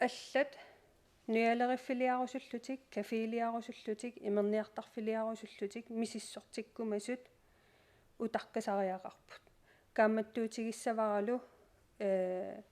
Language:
Kalaallisut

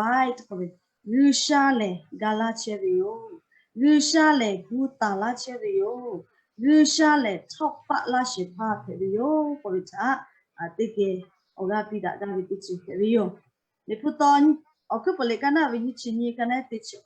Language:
Lahu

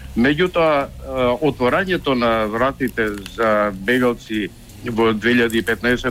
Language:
Macedonian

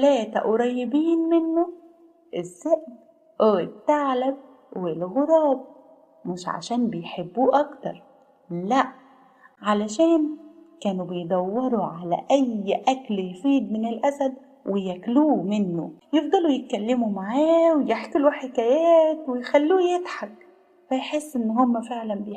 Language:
Egyptian Arabic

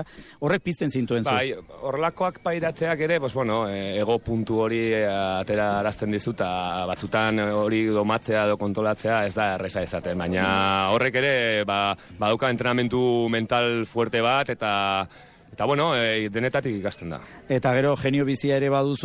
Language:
Basque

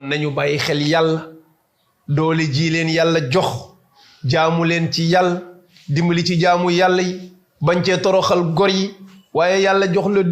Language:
Wolof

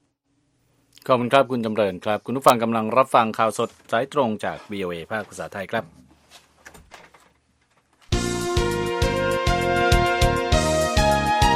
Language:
Thai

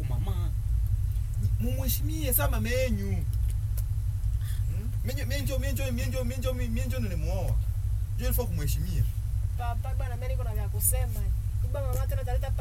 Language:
Swahili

